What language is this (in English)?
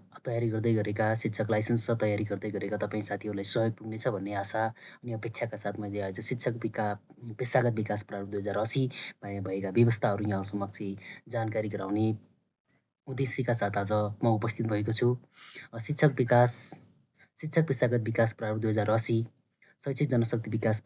Nepali